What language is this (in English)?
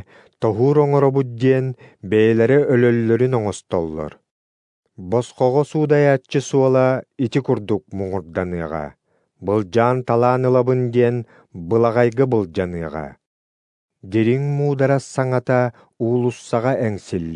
Yakut